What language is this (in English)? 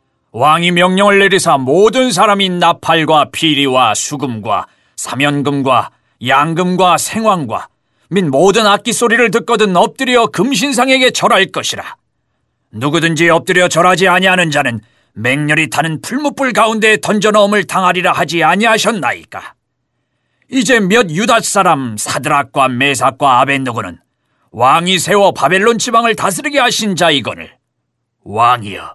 Korean